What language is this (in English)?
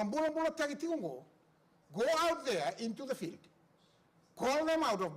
Fijian